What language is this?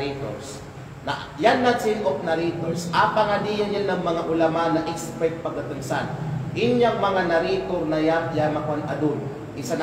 Kalagan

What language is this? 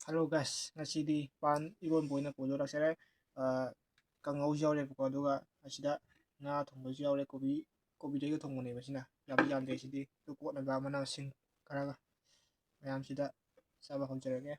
Manipuri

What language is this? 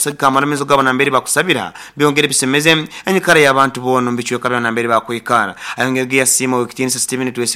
Nyoro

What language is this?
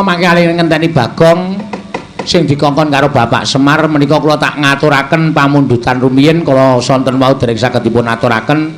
Javanese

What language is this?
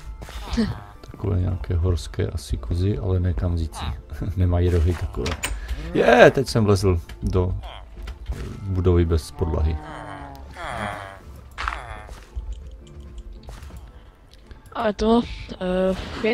Czech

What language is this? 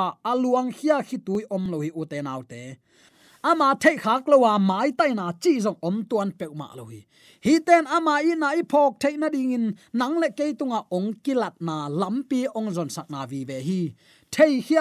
Tedim Chin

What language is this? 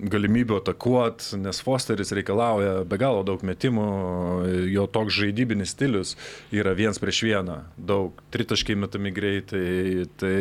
Lithuanian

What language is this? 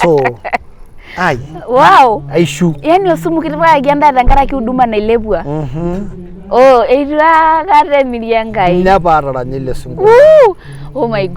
Masai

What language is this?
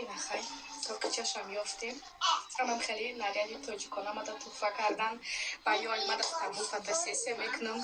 Tajik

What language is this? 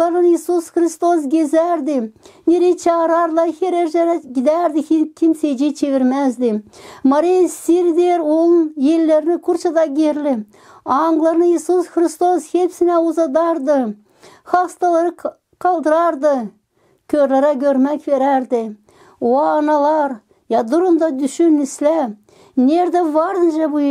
Gagauz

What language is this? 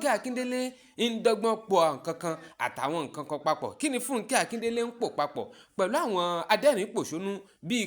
Yoruba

